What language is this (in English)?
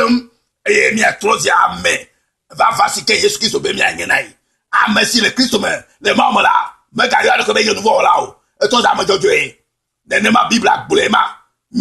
Ewe